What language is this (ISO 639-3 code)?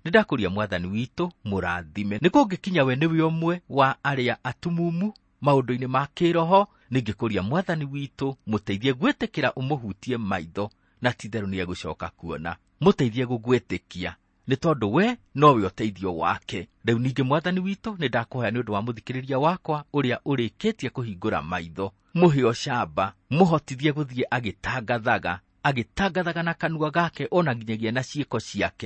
kik